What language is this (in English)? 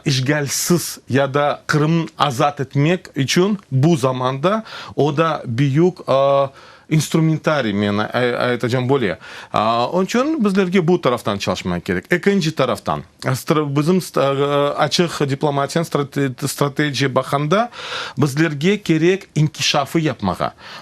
Crimean Tatar